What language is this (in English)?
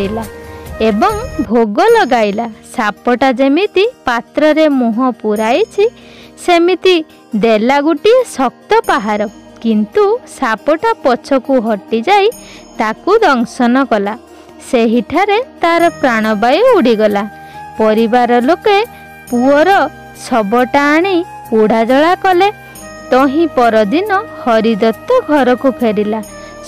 Odia